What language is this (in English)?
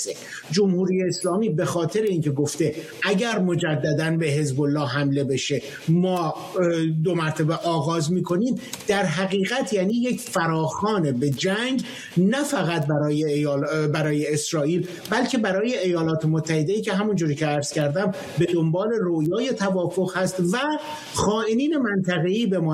Persian